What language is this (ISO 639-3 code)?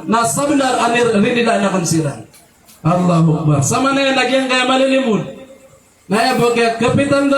mrw